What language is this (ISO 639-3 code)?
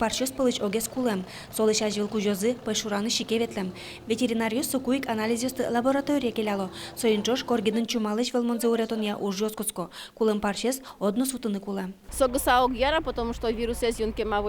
udm